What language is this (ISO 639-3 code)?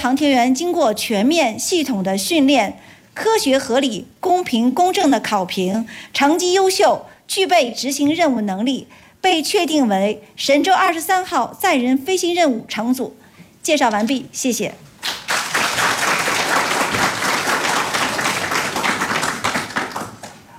zho